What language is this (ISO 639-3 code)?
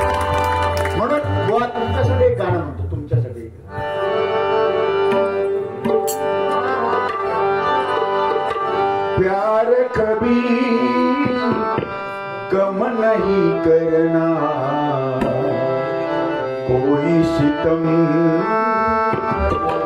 mar